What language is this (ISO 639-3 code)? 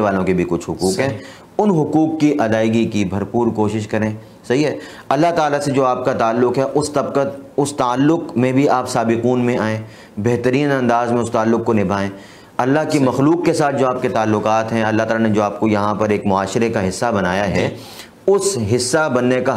urd